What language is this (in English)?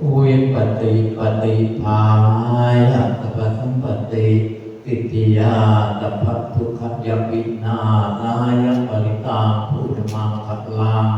Pali